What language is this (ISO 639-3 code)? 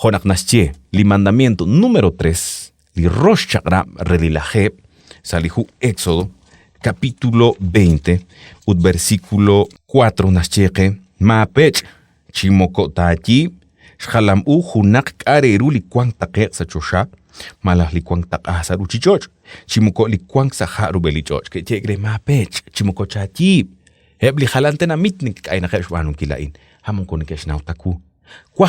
kek